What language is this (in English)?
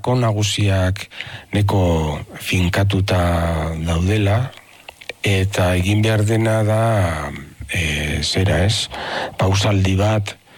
Basque